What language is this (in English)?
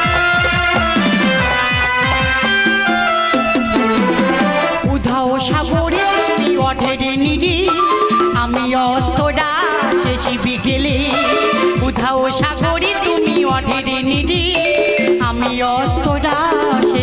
Bangla